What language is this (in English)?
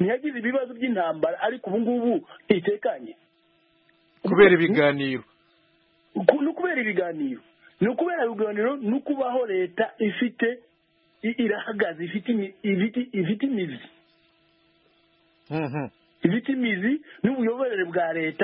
Kinyarwanda